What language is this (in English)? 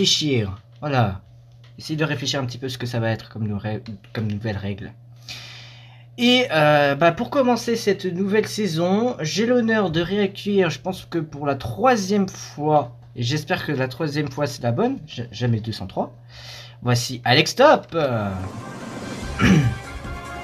French